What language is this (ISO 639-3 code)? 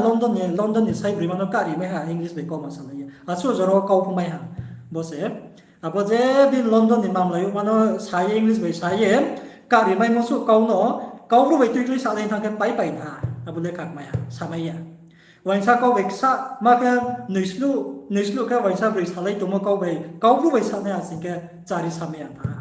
ria